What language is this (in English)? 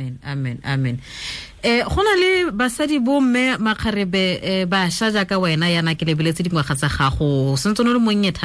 Tswana